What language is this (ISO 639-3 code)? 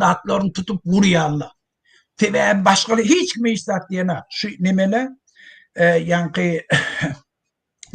tuk